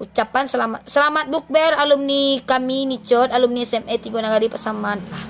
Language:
Minangkabau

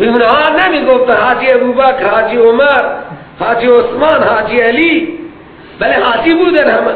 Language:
Persian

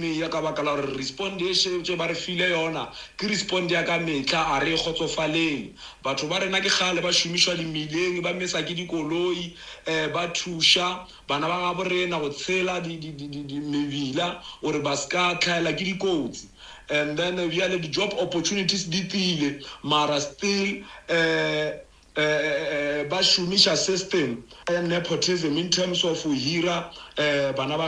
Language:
Northern Sotho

